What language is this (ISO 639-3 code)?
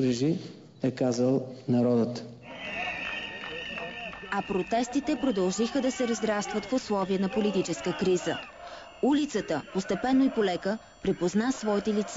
bul